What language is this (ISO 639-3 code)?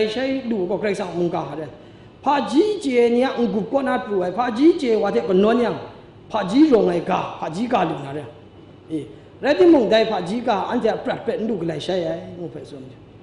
kac